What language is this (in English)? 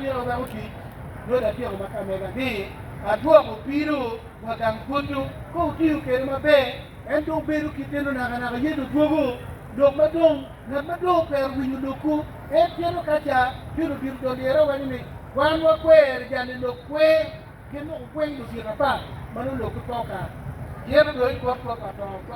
Acoli